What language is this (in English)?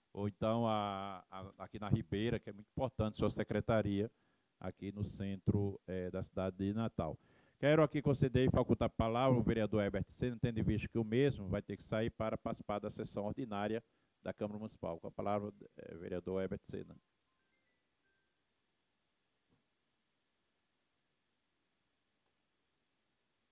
Portuguese